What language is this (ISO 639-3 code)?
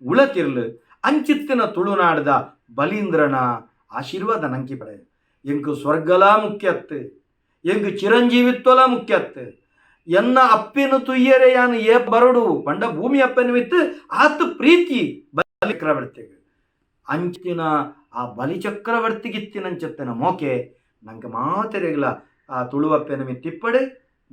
tcy